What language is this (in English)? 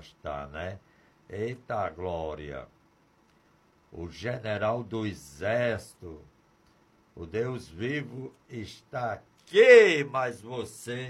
Portuguese